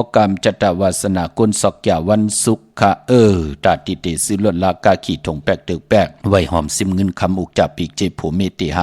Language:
Shan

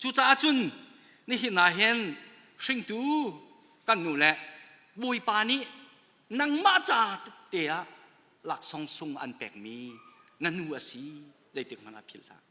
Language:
Hakha Chin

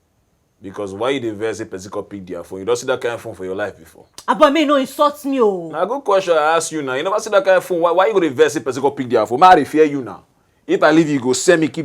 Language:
Nigerian Pidgin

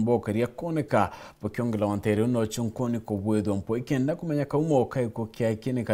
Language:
Meru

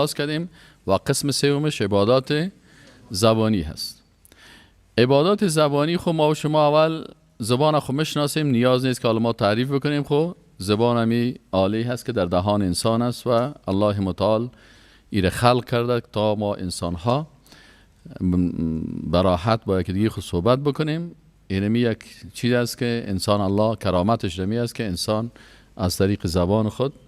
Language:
Persian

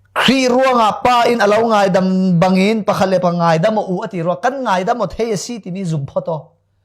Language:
Falam Chin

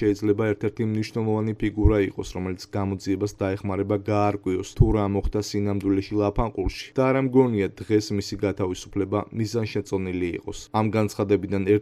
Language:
Georgian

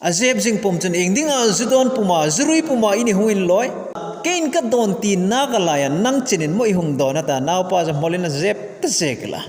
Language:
Hmar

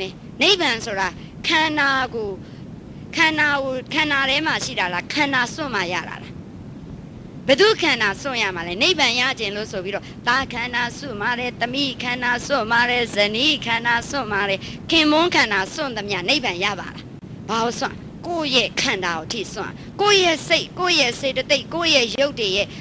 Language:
Burmese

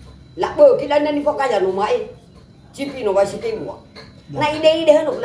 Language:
Nias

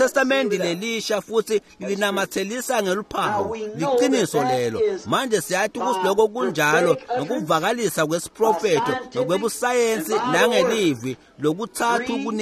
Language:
Swati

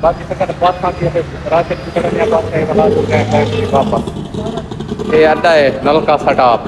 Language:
Saraiki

